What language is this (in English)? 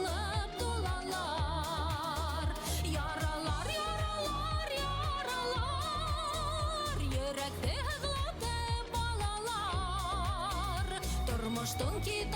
Bashkir